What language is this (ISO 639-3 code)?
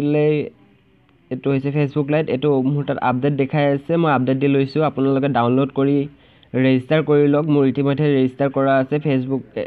asm